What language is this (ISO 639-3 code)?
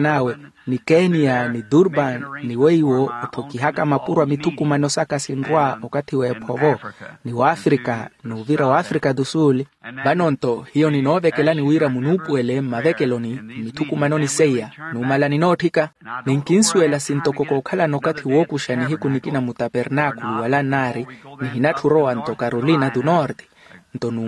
vmw